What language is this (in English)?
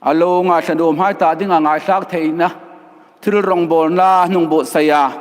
Hmar